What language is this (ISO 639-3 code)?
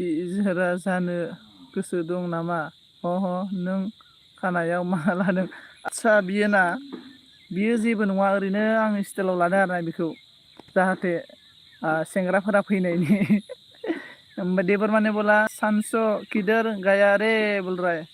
brx